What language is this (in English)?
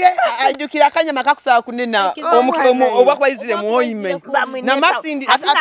Nyoro